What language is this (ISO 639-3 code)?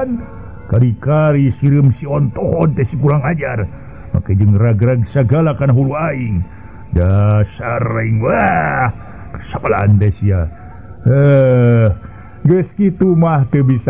sun